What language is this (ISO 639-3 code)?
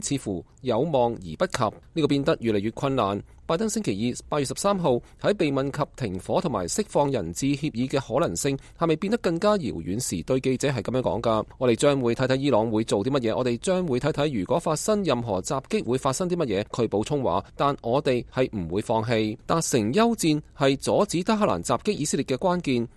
yue